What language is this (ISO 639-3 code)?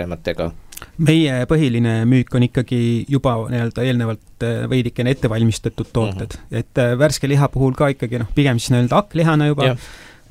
est